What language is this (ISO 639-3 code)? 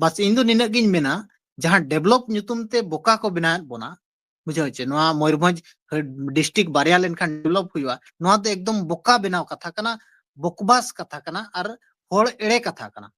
sat